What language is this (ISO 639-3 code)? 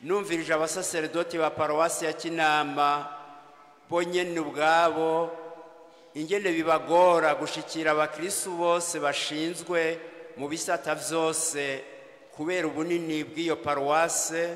run